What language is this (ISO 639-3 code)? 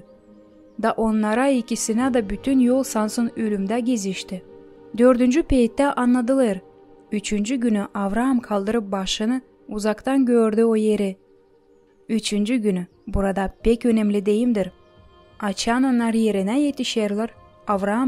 gag